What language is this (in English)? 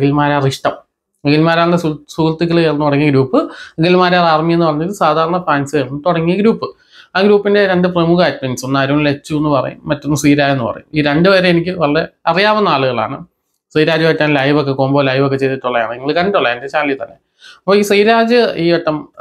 Malayalam